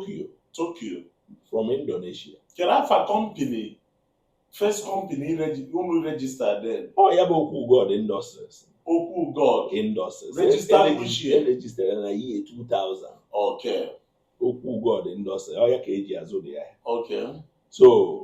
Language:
Igbo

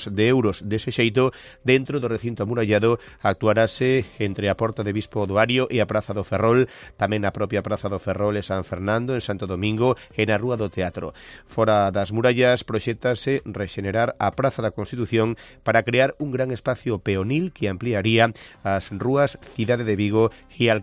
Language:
Galician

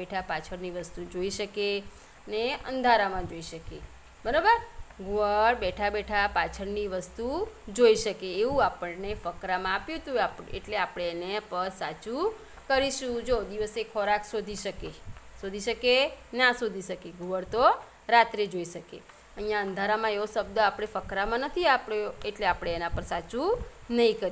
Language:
Gujarati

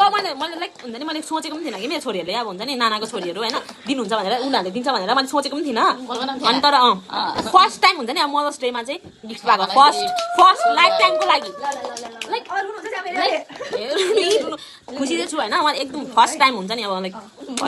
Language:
Nepali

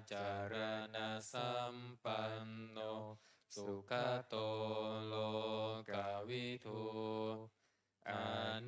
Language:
Pali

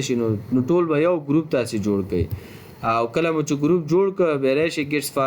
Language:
Pashto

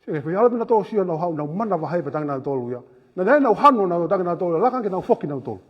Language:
Tongan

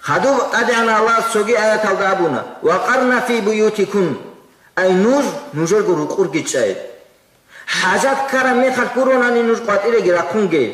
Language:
Avaric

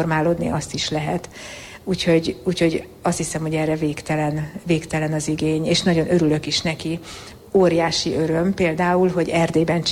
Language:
Hungarian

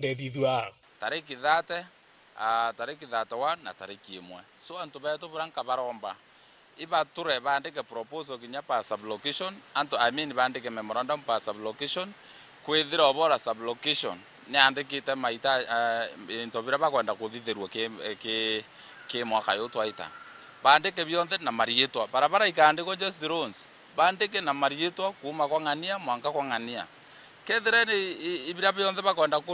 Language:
Meru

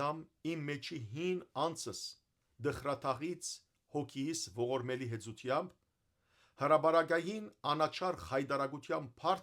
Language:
Western Armenian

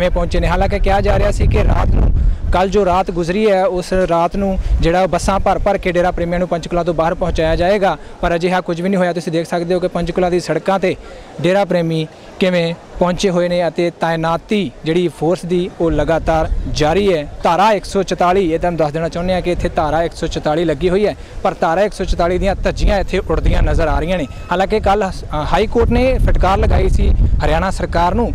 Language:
Punjabi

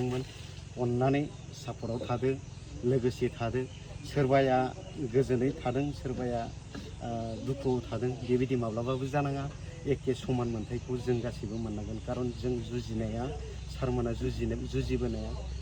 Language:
Bodo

